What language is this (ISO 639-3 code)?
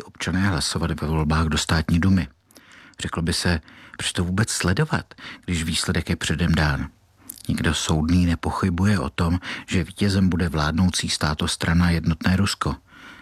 ces